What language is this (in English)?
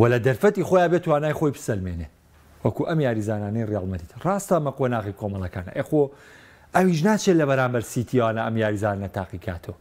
Central Kurdish